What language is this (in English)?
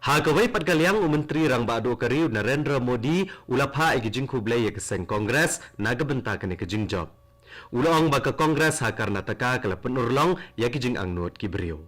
Khasi